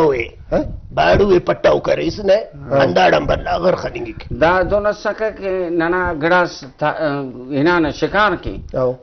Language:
Brahui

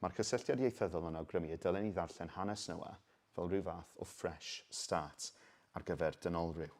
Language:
Welsh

